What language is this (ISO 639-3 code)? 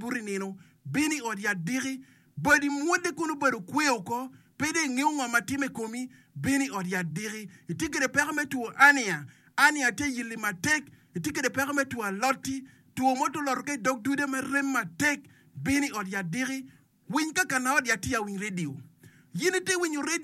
ach